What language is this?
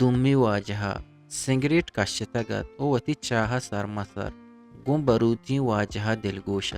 Eastern Balochi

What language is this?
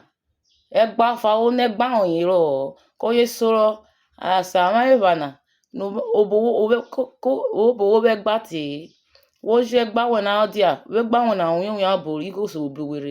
Urhobo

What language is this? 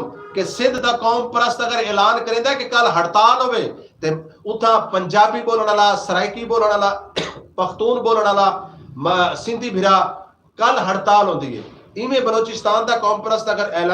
Saraiki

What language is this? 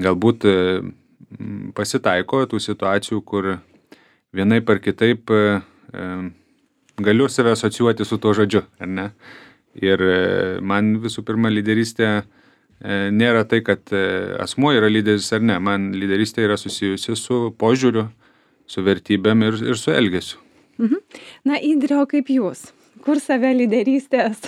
Lithuanian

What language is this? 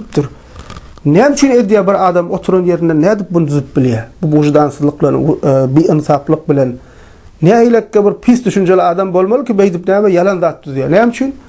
Turkmen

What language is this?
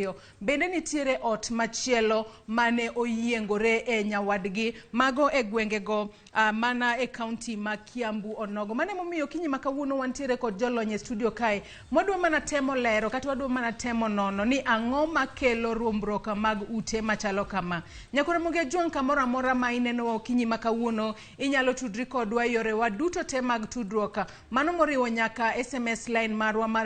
Luo (Kenya and Tanzania)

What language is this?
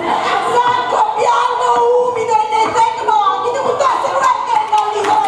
Neapolitan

